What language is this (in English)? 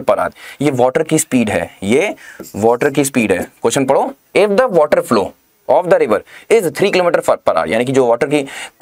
Hindi